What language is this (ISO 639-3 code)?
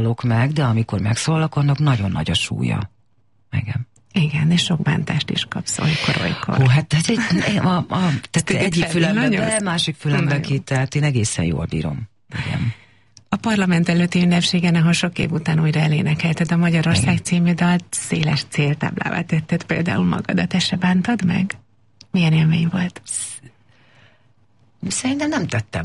hun